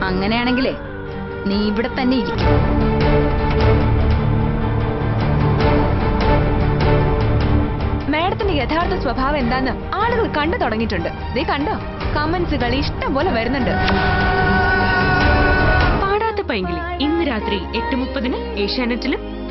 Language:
Malayalam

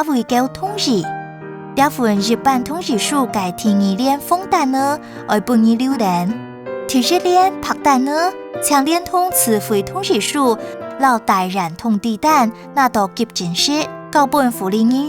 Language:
Hakka Chinese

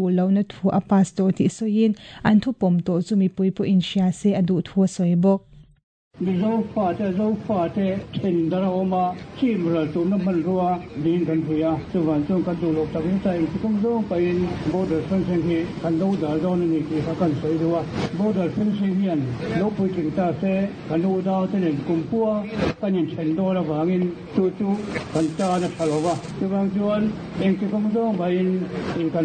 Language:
Mizo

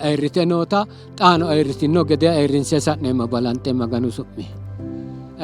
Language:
Sidamo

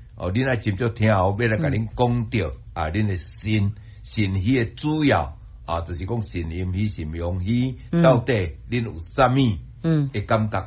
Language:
Min Nan Chinese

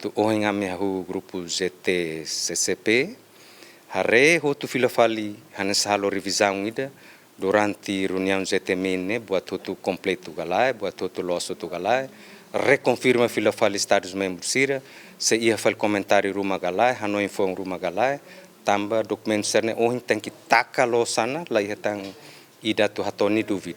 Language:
Tetum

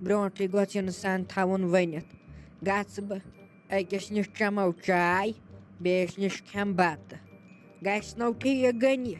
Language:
Kashmiri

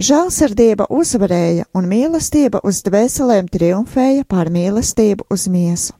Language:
Latvian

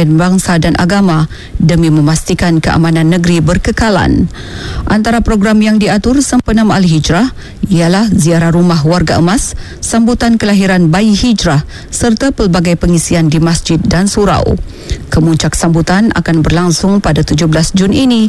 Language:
Malay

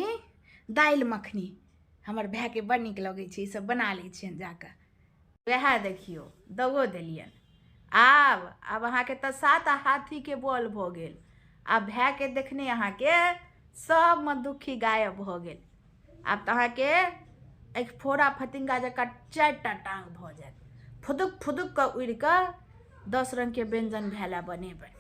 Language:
Maithili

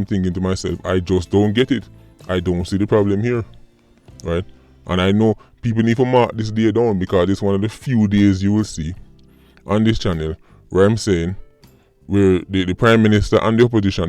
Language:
Jamaican Creole English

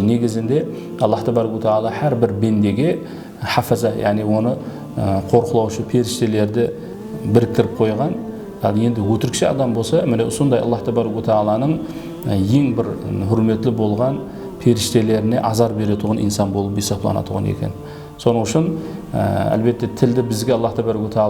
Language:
Kara-Kalpak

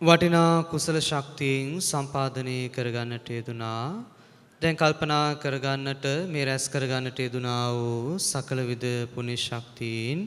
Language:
Sinhala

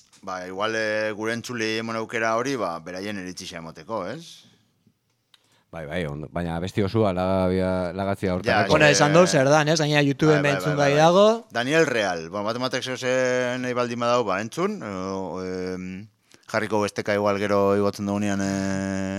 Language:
Basque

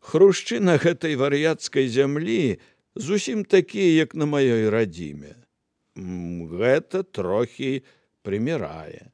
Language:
Belarusian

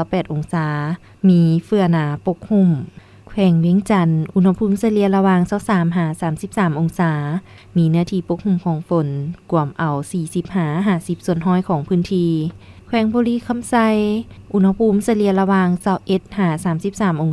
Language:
Lao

